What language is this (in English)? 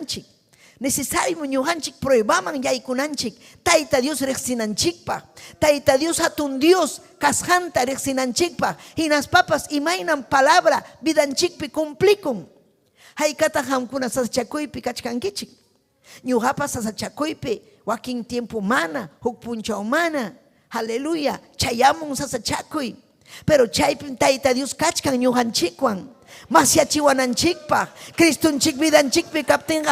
Ayacucho Quechua